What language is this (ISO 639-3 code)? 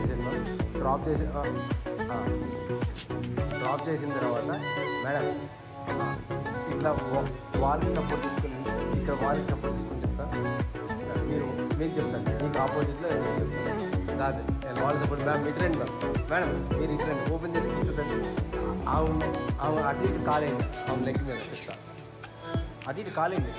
tel